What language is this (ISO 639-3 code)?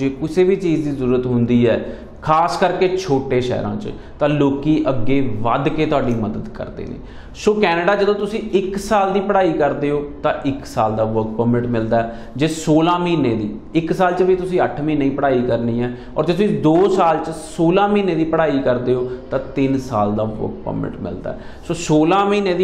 pan